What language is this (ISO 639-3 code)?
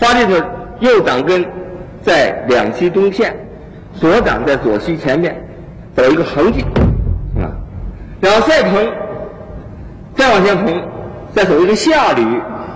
zho